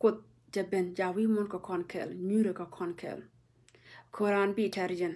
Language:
Nuer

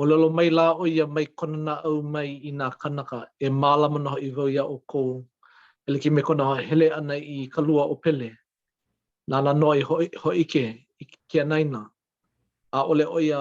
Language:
Hawaiian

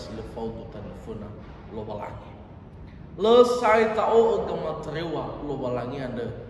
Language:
Nias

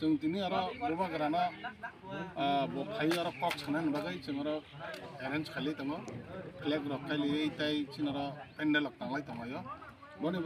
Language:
Kok Borok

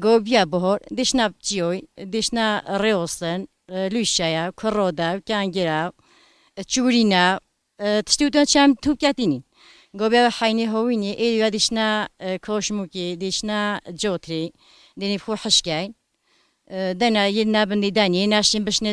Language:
Kurdish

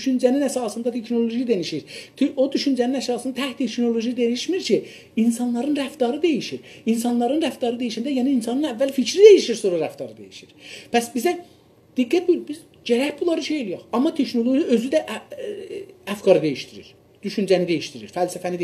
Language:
South Azerbaijani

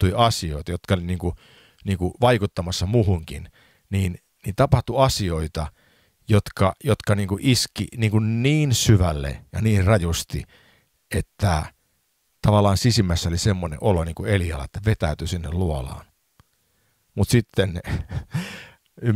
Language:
Finnish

